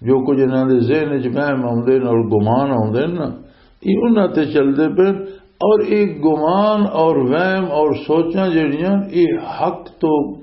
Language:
Western Panjabi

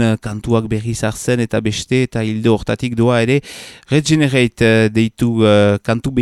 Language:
Basque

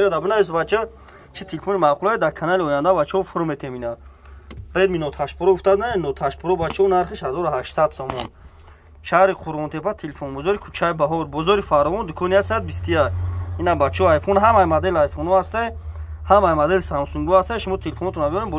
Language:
Tajik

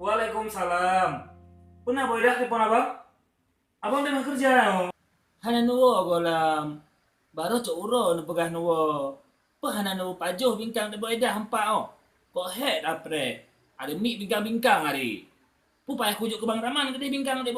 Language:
Achinese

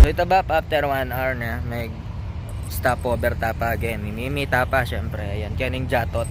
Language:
Pampanga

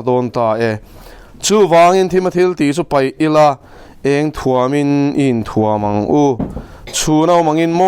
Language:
Mizo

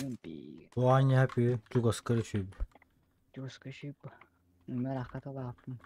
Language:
Yakut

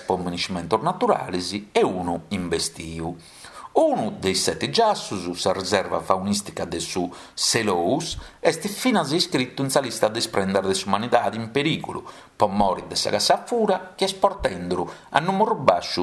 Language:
Sardinian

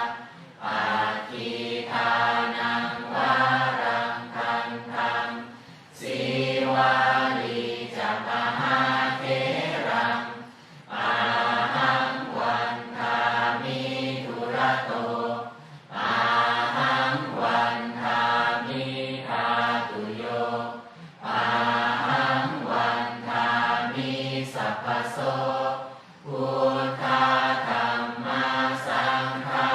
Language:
Pali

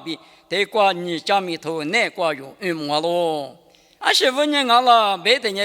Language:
Lisu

